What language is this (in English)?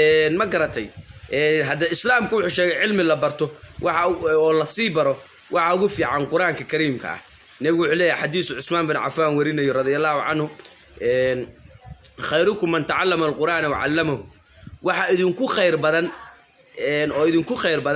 Somali